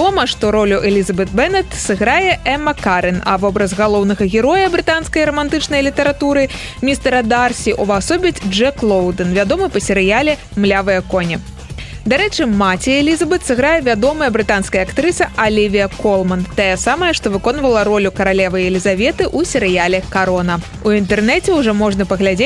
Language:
Belarusian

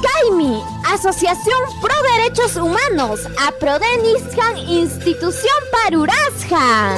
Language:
Ayacucho Quechua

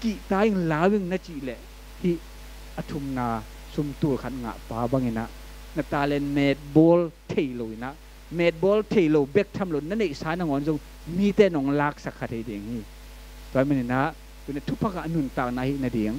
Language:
Tedim Chin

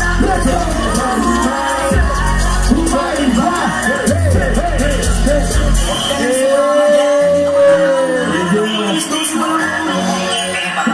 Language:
Filipino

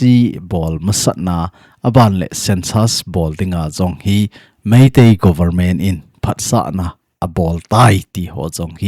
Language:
Thado Chin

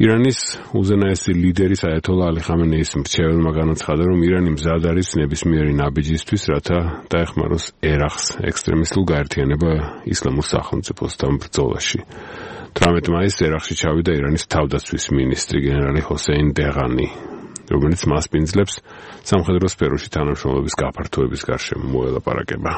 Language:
Georgian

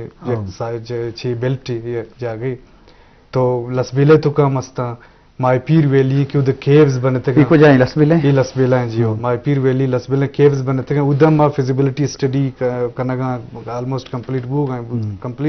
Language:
Eastern Balochi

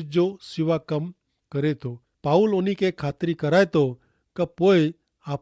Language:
Kachhi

